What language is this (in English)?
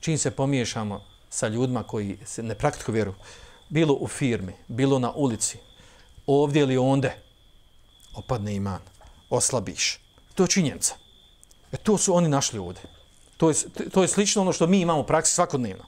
Bosnian